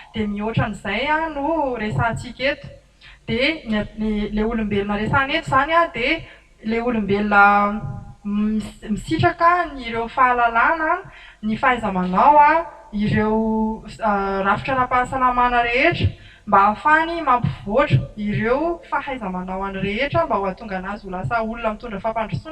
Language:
Malagasy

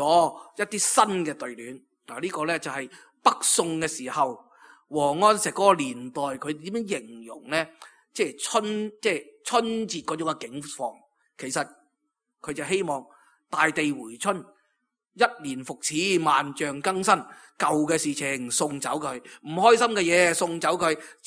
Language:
Cantonese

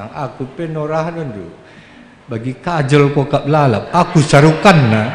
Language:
Batak Karo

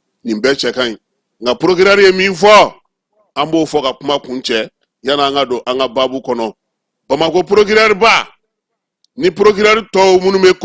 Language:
Bambara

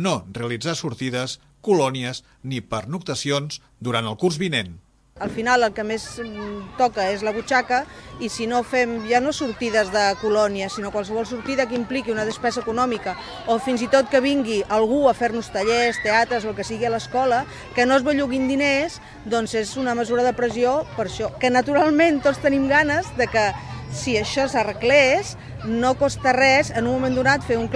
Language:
Catalan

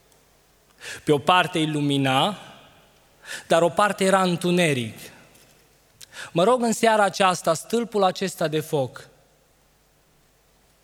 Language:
Romanian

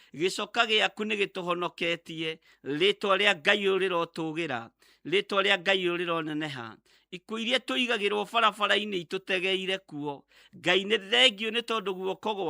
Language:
Kikuyu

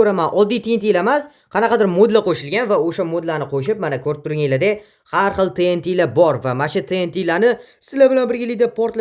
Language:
Uzbek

